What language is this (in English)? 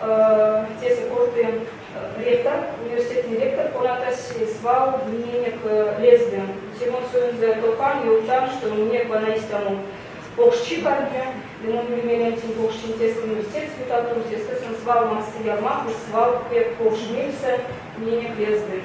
Erzya